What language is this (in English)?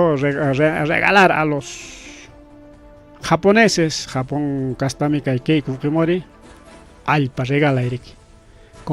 Ayacucho Quechua